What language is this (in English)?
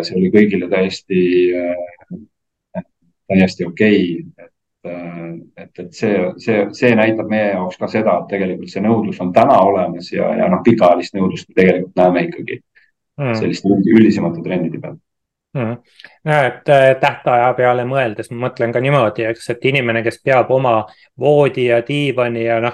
Estonian